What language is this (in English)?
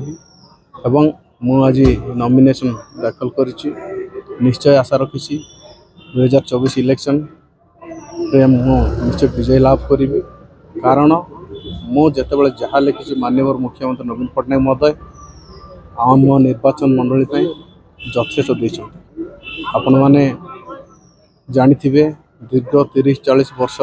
Odia